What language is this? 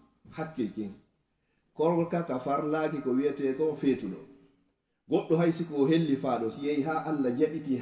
Fula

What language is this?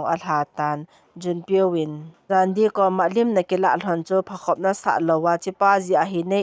Thado Chin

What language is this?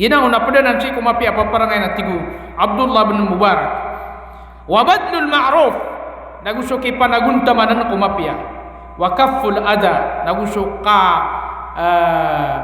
Maranao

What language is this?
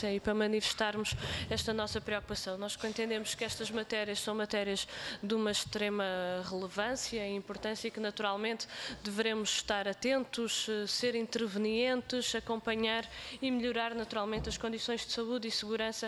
Portuguese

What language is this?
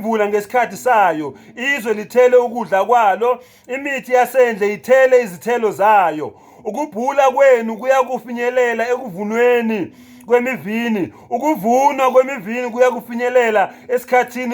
Zulu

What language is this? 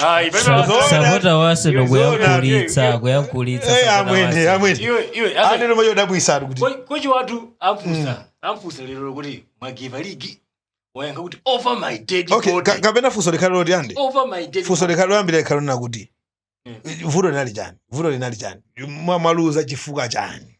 Nyanja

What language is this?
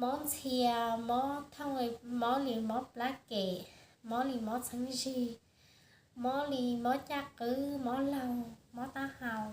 Hmong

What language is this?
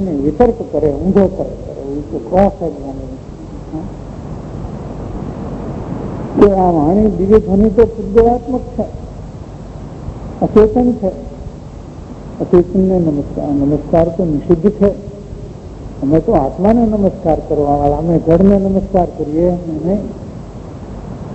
Gujarati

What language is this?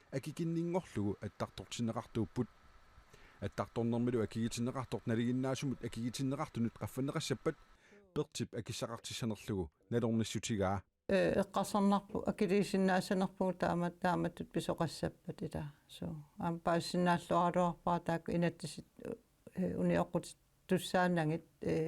Kalaallisut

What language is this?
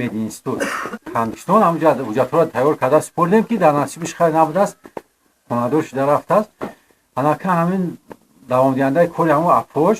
Tajik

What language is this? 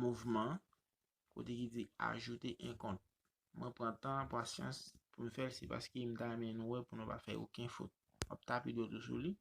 Haitian Creole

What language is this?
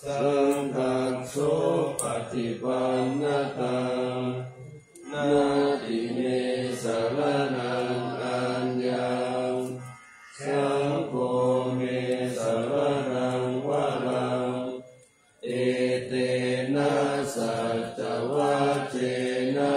Pali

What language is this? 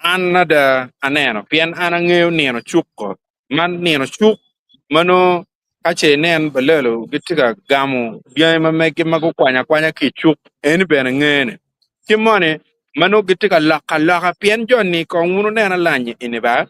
Acoli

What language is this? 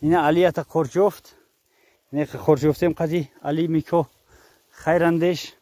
Tajik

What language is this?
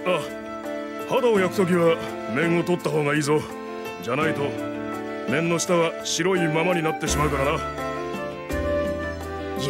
Japanese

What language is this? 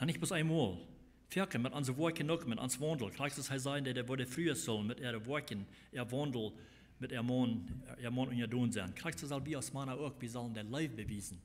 Plautdietsch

